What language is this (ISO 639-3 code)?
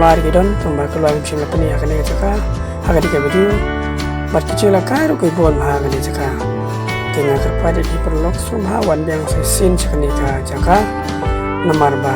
kha